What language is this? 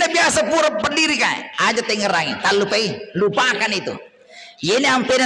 Buginese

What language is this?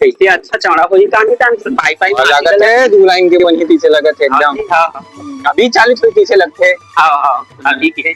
Chhattisgarhi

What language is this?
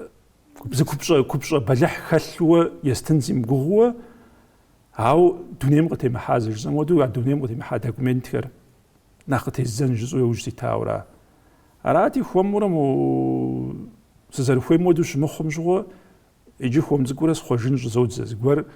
Kabardian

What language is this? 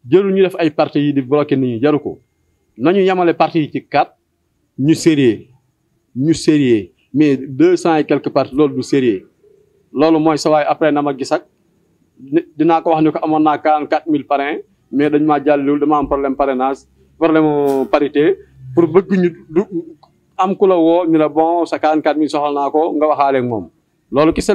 Wolof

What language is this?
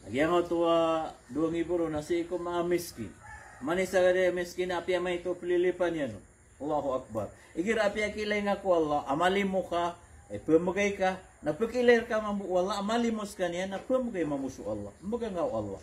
Maranao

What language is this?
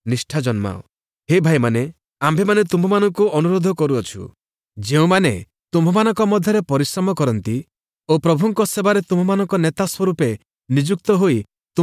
Odia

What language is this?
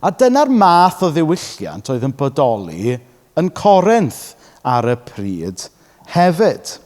Welsh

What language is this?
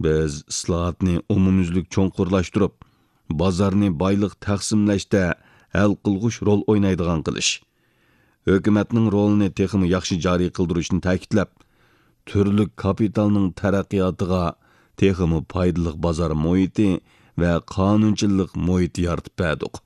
Uyghur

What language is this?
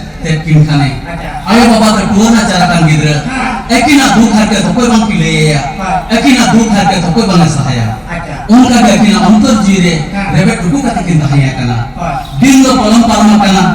Santali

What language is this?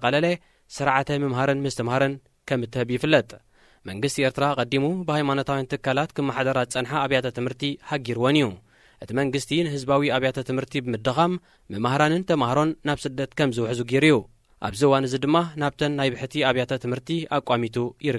Tigrinya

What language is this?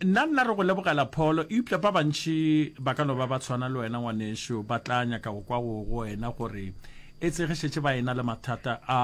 Northern Sotho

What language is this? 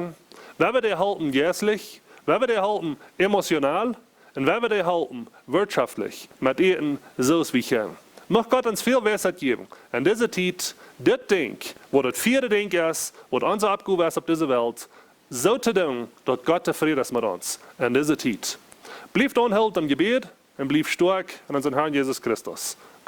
Plautdietsch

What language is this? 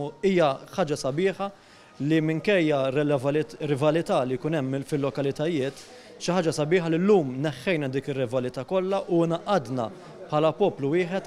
Maltese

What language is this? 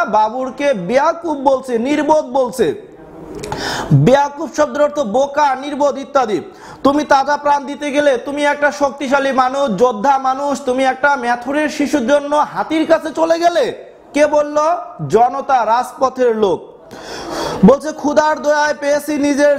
Bangla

